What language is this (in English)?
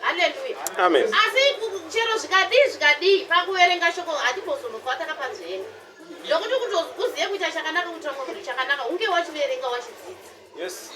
Shona